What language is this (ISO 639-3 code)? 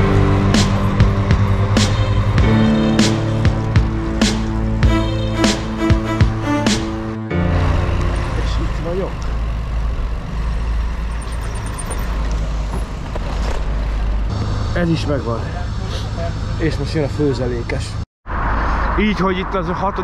hun